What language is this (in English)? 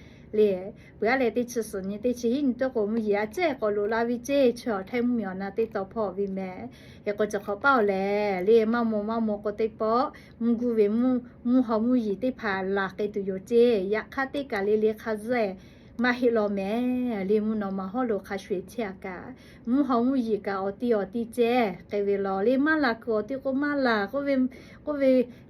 Lahu